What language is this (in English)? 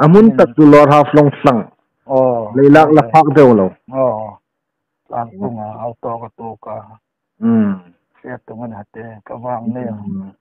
Hmar